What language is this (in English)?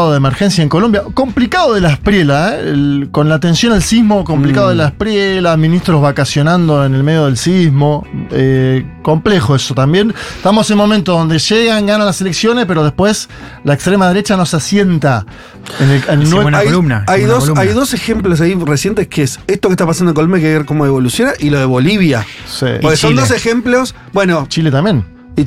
Spanish